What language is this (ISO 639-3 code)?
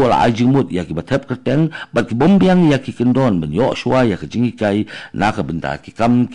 kha